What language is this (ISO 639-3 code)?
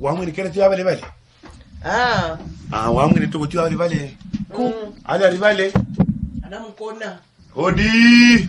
vmw